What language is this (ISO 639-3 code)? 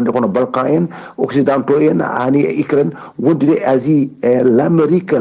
ful